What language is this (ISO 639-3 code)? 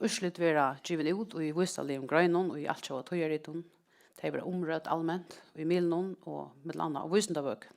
fao